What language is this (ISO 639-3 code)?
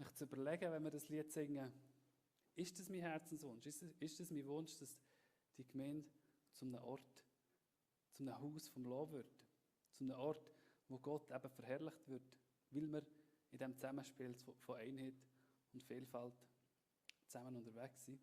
gsw